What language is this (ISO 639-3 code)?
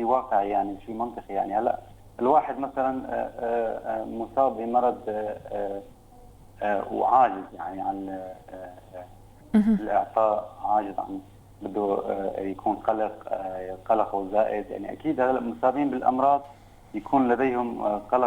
apc